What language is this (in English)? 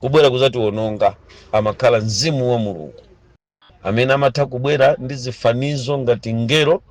Nyanja